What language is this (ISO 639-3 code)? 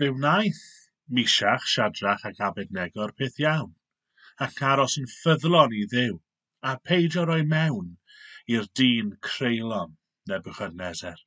cym